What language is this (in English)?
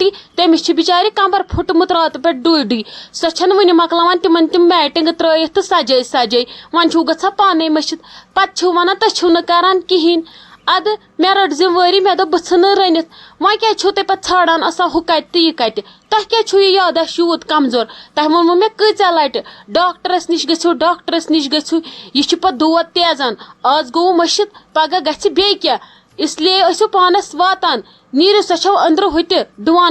Kashmiri